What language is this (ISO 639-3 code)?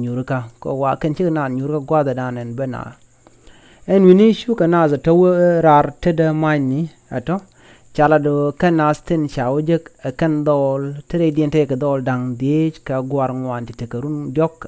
nus